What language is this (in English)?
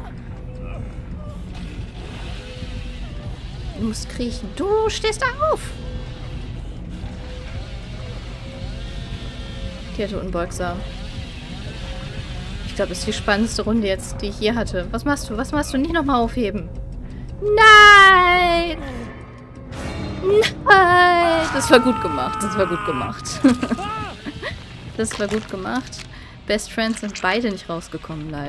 German